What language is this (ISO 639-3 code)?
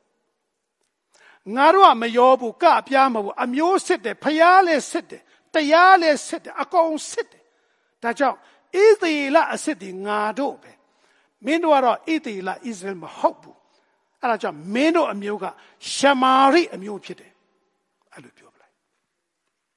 mya